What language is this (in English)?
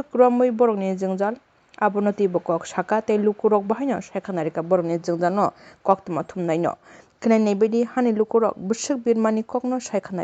Kok Borok